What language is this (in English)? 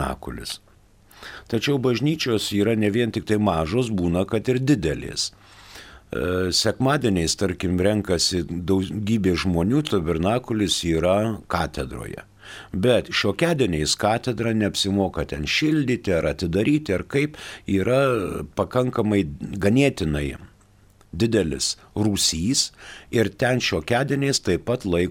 Lithuanian